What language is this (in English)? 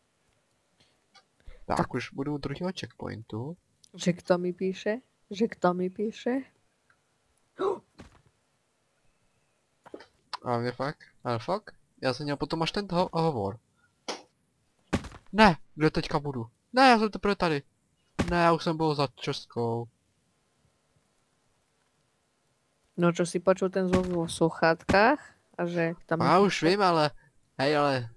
Czech